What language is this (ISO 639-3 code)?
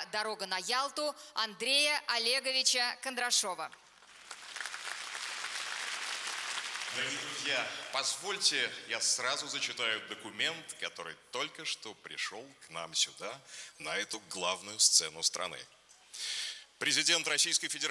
rus